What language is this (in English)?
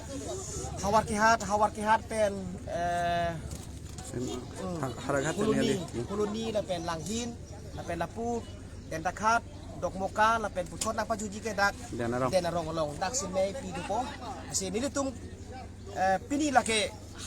Karbi